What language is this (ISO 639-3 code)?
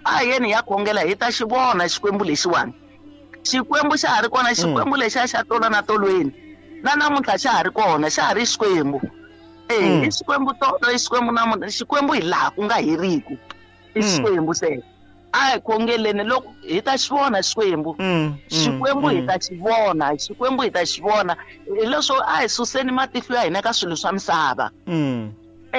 tso